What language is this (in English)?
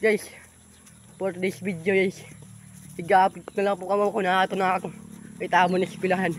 Waray